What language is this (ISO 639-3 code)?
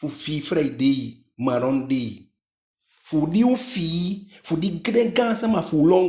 djk